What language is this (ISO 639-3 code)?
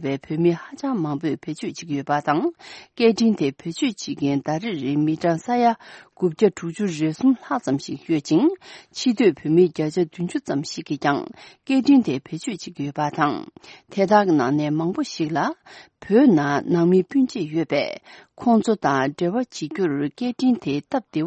bod